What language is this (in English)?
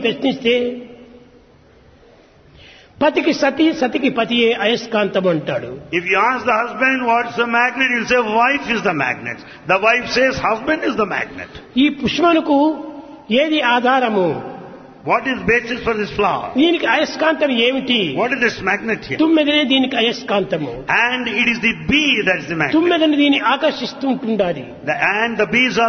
Telugu